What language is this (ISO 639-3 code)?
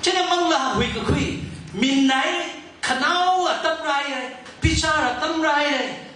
nmf